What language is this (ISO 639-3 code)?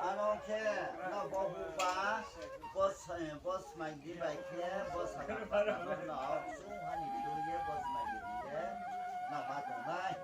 ria